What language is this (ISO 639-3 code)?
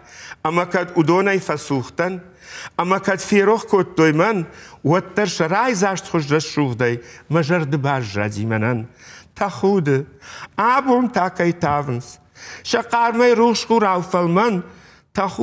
oss